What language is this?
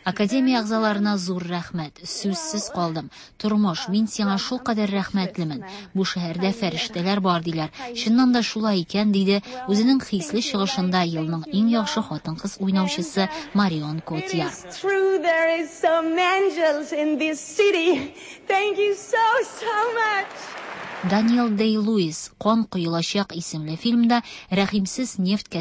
Tatar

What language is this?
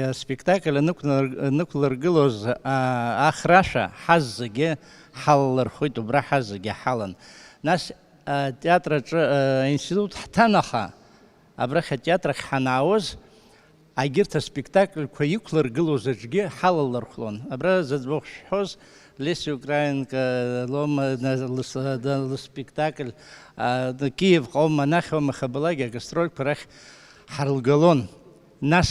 Abkhazian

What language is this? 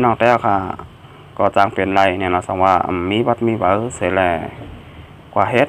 Shan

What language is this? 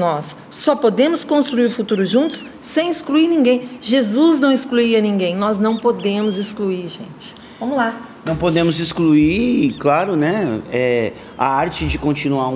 Portuguese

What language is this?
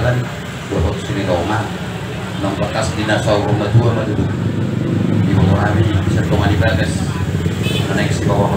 Batak Toba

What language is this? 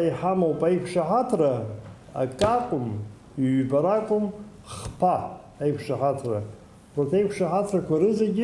Abkhazian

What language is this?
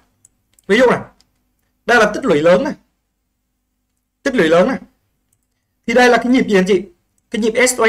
Vietnamese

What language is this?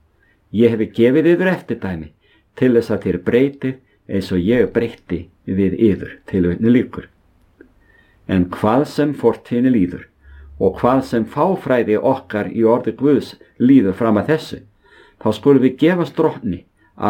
Icelandic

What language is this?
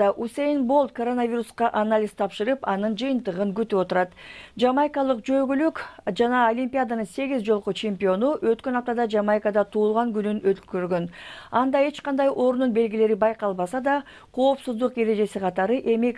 Kyrgyz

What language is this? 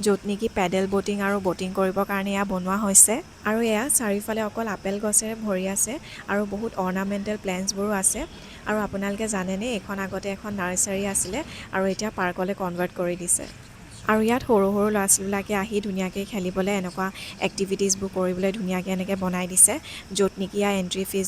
Assamese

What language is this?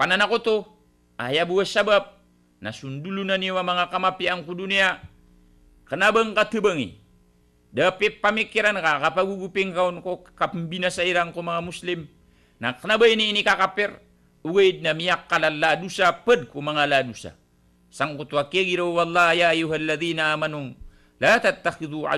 Maranao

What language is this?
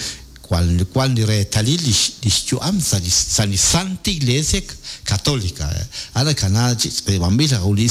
Kekchí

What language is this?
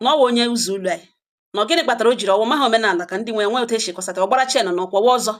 Igbo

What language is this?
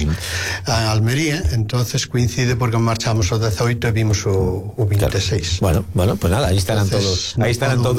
Galician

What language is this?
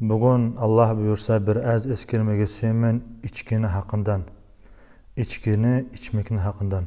Kumyk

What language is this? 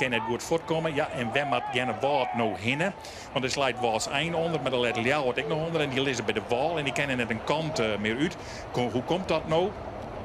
Western Frisian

